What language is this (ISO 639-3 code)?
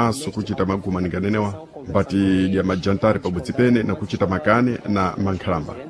seh